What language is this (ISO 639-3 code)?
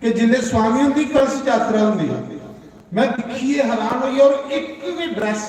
doi